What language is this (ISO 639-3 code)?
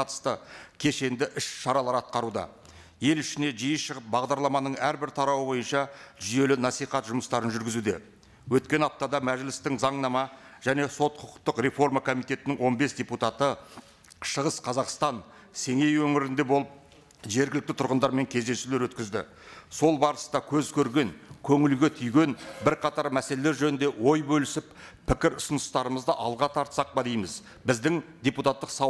kaz